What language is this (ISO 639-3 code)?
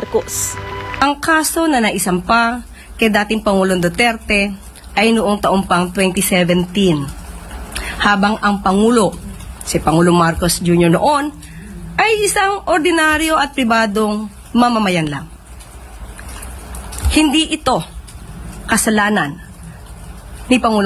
fil